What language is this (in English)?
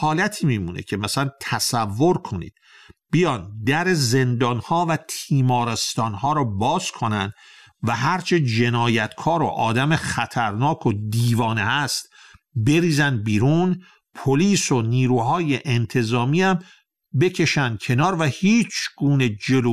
Persian